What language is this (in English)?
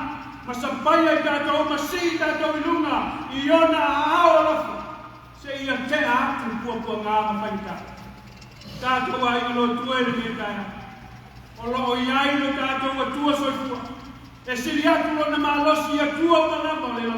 Samoan